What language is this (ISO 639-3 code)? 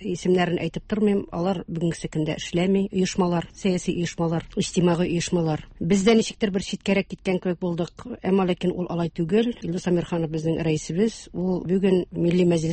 tat